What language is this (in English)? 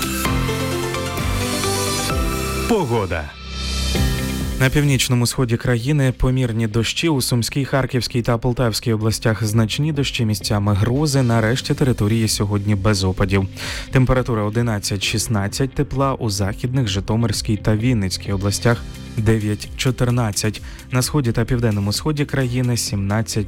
Ukrainian